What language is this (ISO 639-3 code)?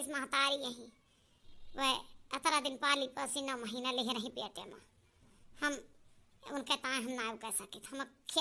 awa